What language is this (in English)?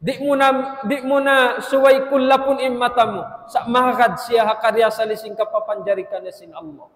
Tausug